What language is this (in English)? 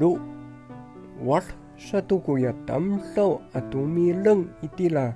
Amis